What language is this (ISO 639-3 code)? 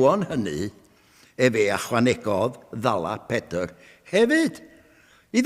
cym